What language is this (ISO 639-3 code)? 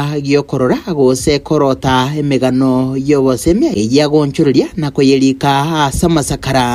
guz